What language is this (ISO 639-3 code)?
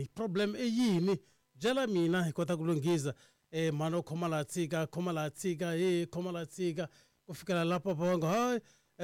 tso